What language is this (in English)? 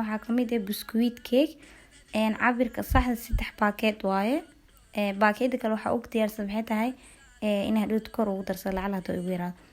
Somali